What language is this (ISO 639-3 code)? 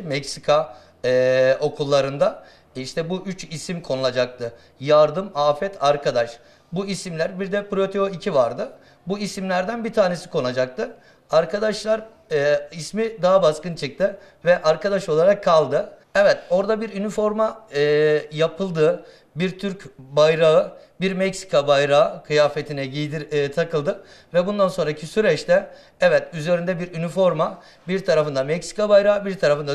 tur